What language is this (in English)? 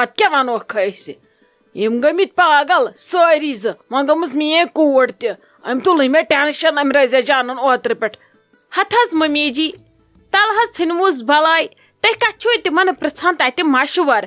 Kashmiri